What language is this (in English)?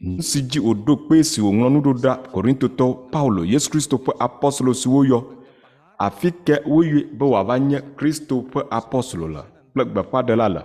Ewe